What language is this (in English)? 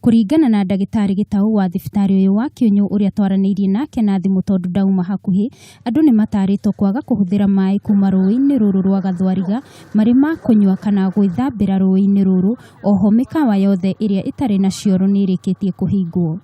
Kikuyu